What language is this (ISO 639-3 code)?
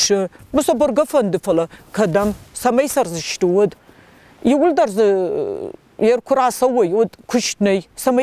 oss